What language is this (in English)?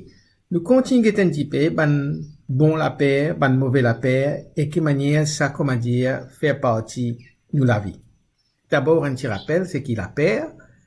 Morisyen